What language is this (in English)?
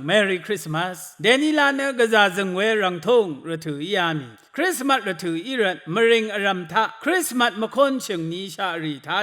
Rawang